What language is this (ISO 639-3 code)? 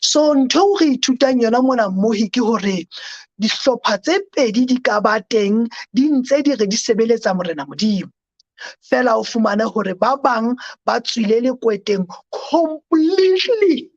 sot